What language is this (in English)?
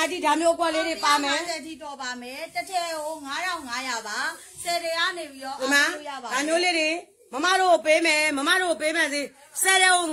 Burmese